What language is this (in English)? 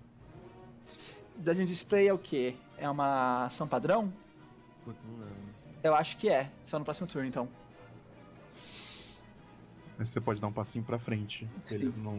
Portuguese